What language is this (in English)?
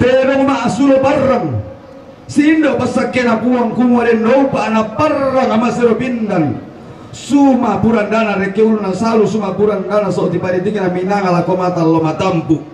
Toraja-Sa'dan